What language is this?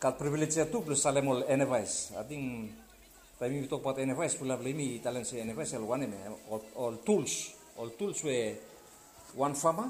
Bislama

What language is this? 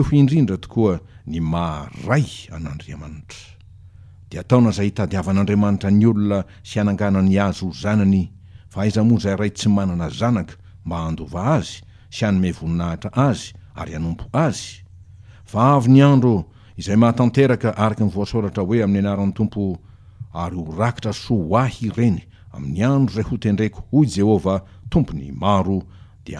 Malagasy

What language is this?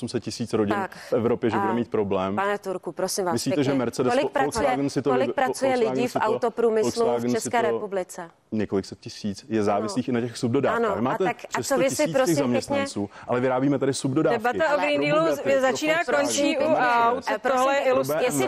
Czech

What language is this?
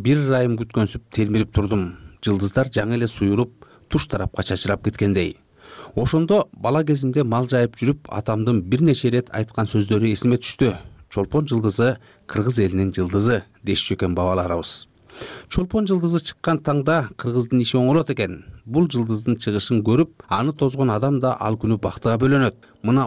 Kyrgyz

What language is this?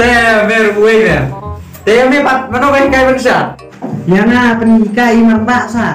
Khasi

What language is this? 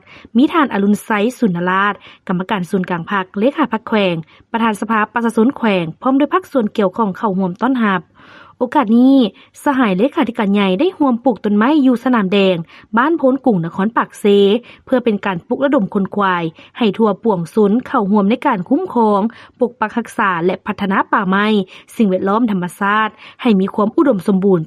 Lao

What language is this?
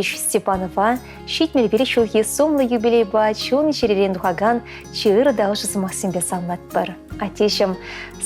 Chuvash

